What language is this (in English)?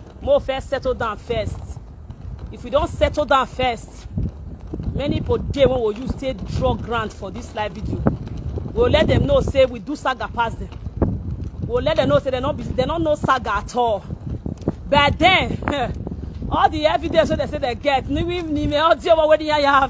Nigerian Pidgin